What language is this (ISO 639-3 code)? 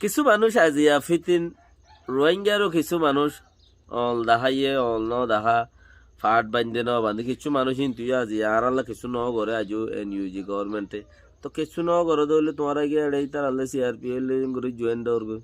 rhg